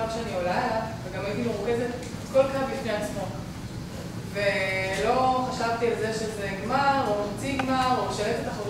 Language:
Hebrew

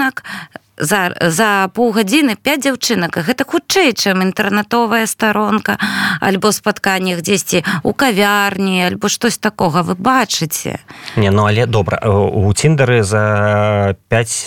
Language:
Belarusian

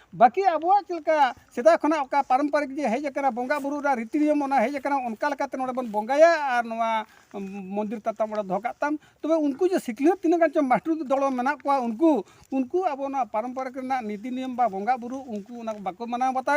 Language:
Santali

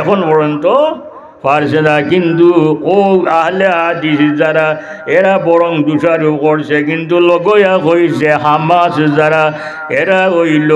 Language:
Sylheti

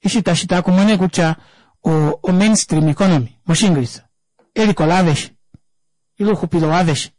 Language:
Kuanyama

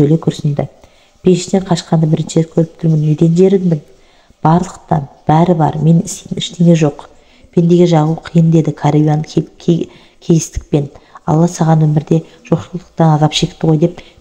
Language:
Kazakh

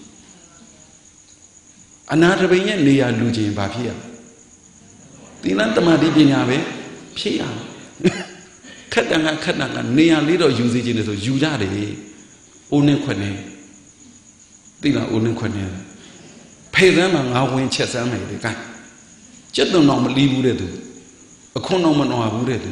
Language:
Burmese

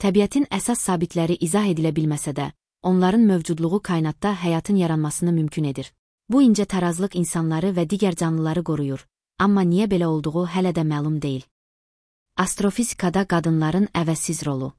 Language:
Azerbaijani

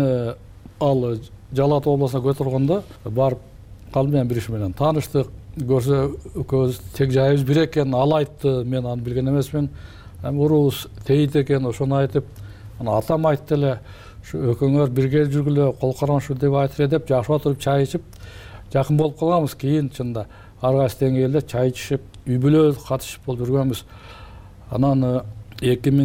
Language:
Kyrgyz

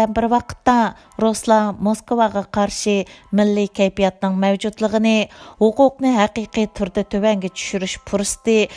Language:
Uyghur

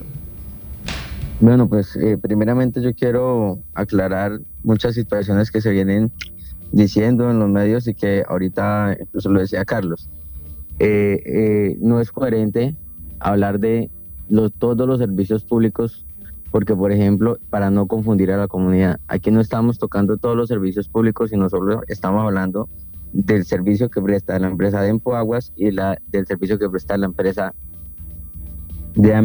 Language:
Spanish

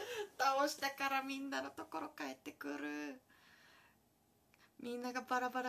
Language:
Japanese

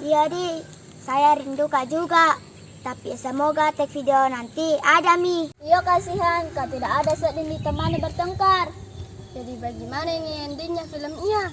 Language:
Makassar Malay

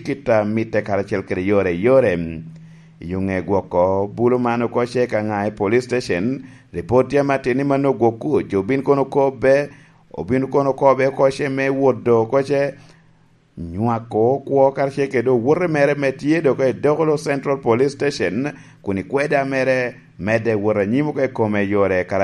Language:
Lango (Uganda)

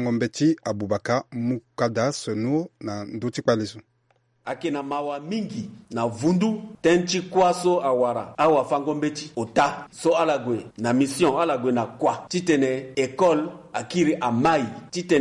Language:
Sango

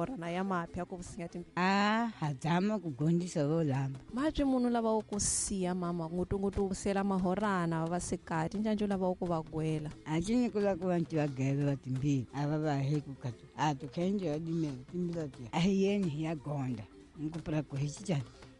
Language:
Tsonga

